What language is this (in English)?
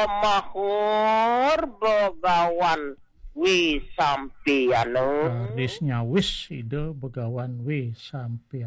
Balinese